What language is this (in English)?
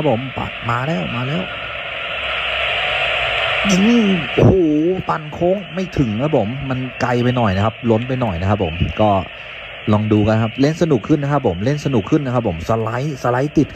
Thai